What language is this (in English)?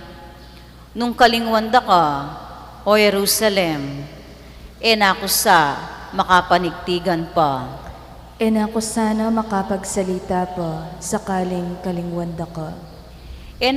Pampanga